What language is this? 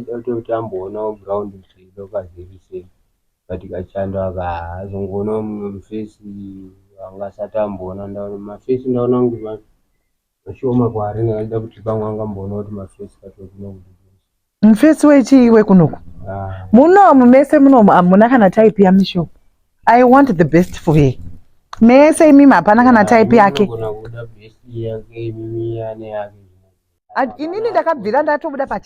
Shona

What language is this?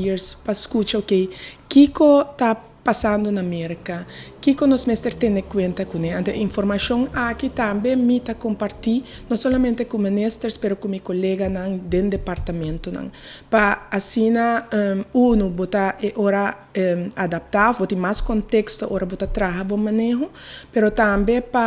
Papiamento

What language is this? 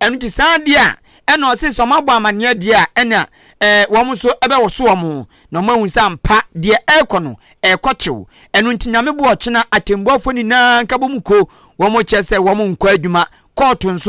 Akan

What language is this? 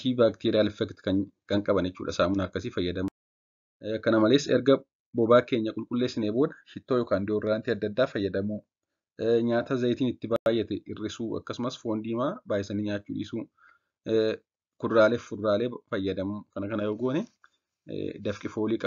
Oromo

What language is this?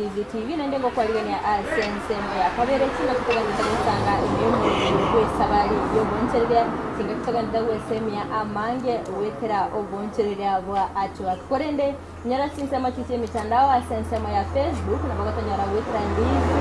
Gusii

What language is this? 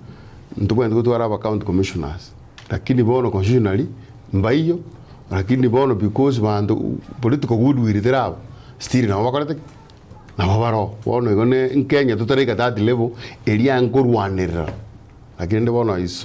Gusii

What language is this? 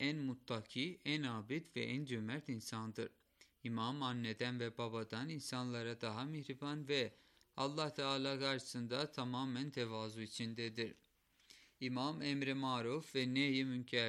Turkish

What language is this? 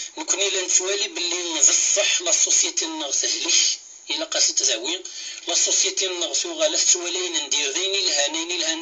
Kabyle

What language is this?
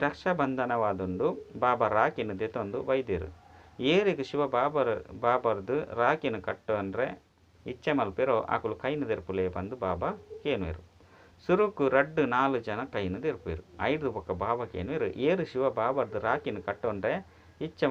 Tulu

